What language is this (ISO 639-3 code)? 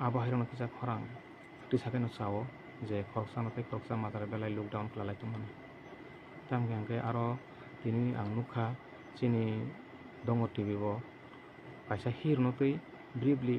trp